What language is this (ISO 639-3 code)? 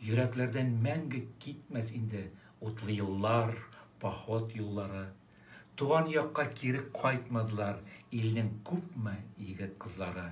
tat